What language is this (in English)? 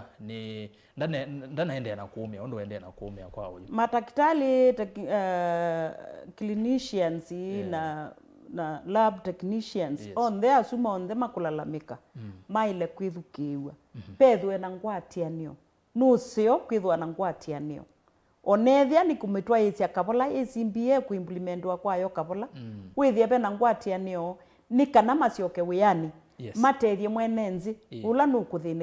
Kamba